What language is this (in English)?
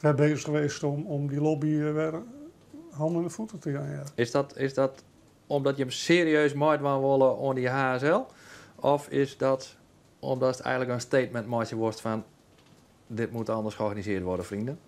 Western Frisian